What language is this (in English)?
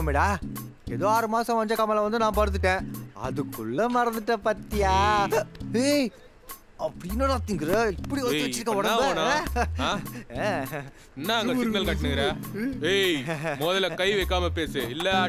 Tamil